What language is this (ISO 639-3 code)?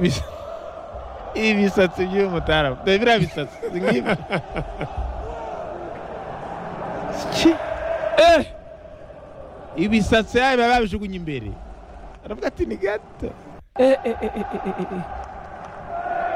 kin